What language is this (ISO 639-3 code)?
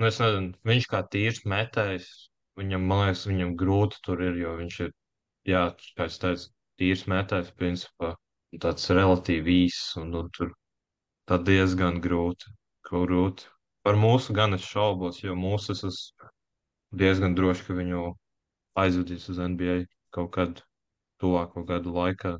lav